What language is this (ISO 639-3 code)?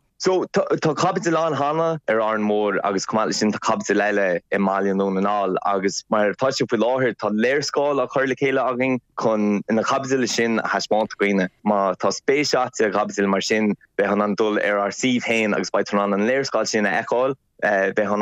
gle